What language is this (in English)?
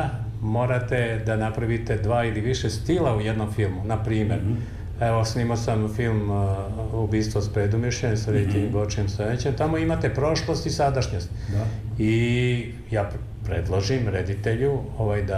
Serbian